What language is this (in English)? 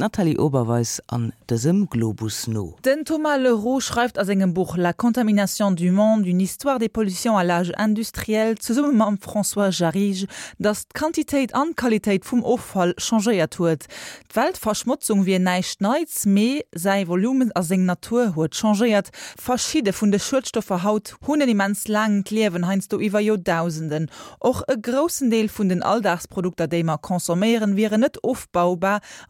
Luxembourgish